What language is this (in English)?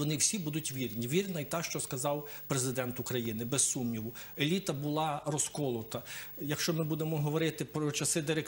Ukrainian